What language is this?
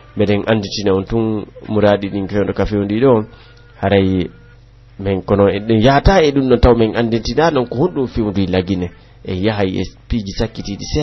Pular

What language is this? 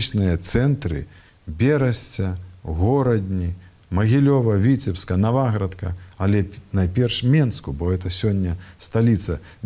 Belarusian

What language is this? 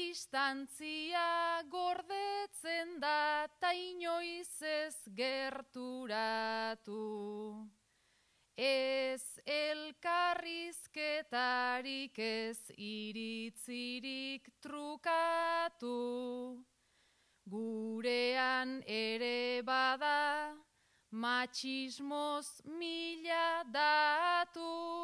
Basque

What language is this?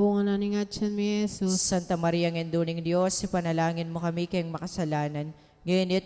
Pampanga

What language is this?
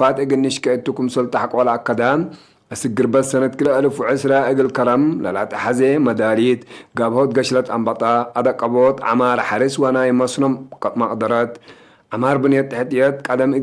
Tigre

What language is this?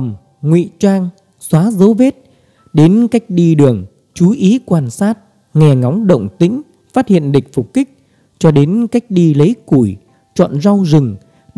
Vietnamese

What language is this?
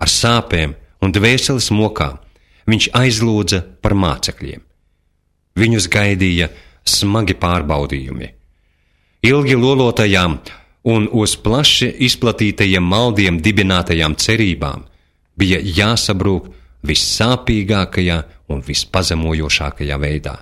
Latvian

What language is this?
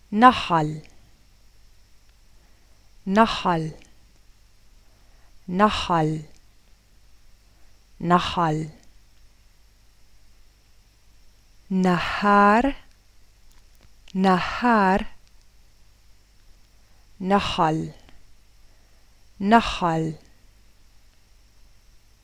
Hebrew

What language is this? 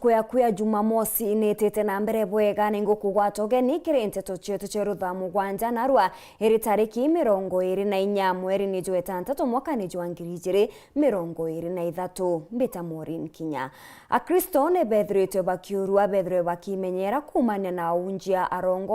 Meru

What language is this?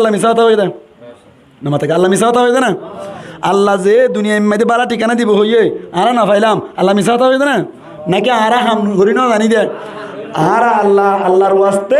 Rohingya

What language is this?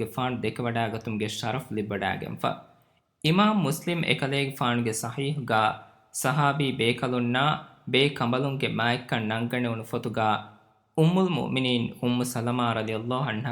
Divehi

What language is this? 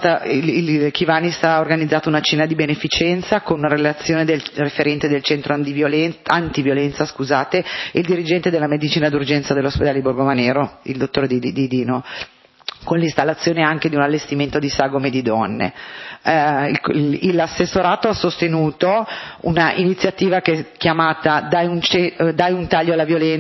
Italian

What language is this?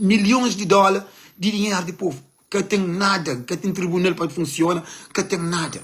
Kabuverdianu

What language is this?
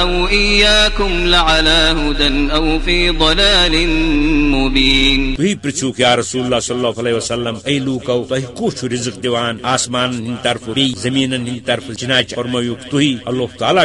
Kashmiri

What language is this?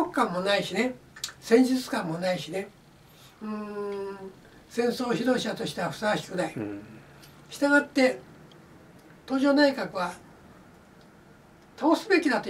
Japanese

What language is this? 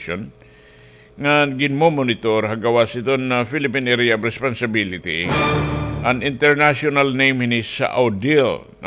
Waray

